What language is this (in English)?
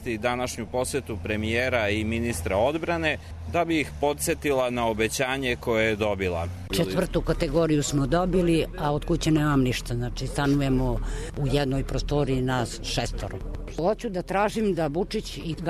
Serbian